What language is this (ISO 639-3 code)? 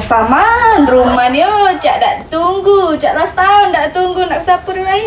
mui